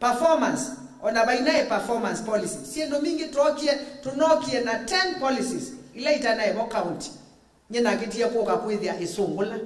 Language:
Kamba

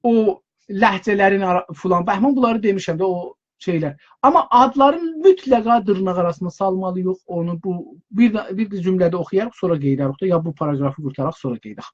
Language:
South Azerbaijani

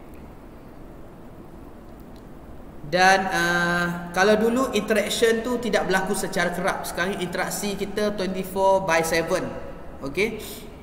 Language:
Malay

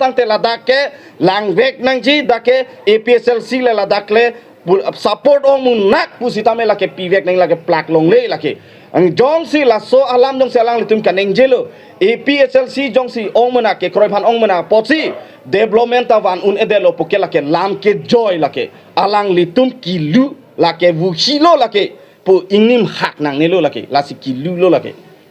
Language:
Karbi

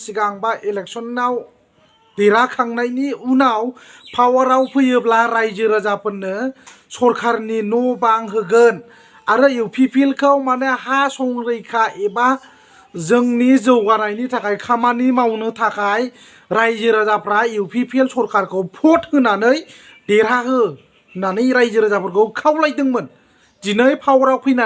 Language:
Bodo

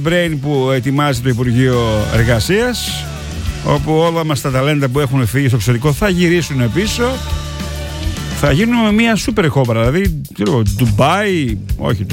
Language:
Greek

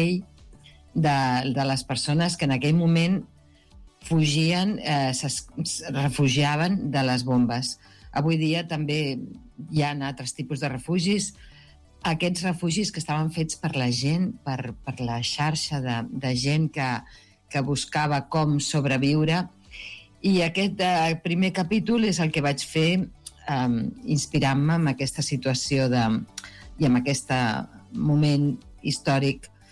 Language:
Catalan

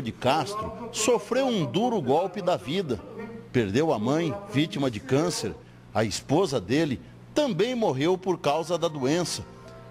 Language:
Portuguese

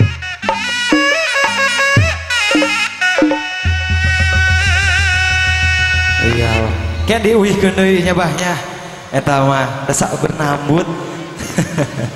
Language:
Sundanese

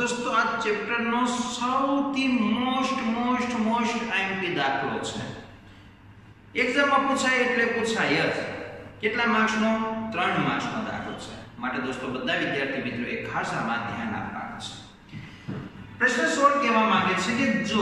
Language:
Gujarati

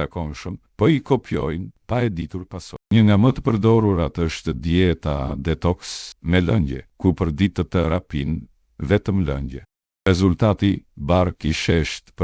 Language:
Albanian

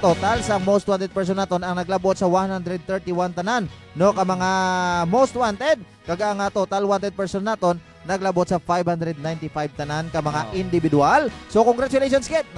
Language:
Hiligaynon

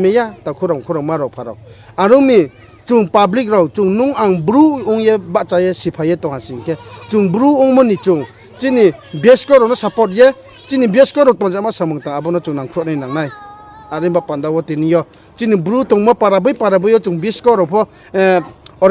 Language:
Riang (India)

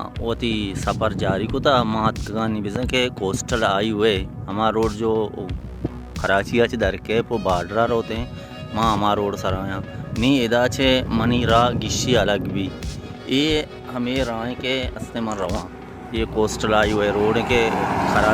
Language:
Baluchi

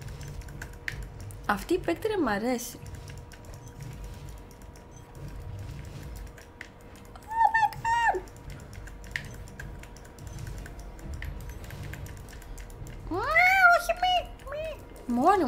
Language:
Greek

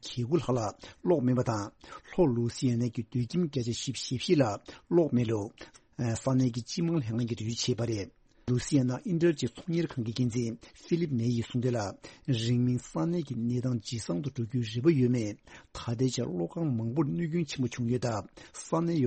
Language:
Tibetan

